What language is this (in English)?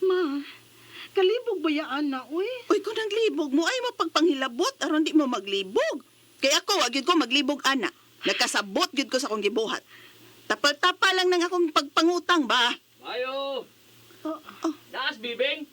Cebuano